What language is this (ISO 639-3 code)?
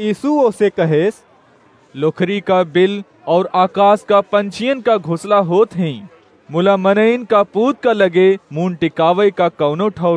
awa